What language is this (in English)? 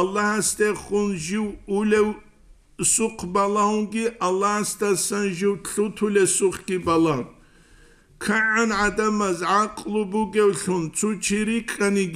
Avaric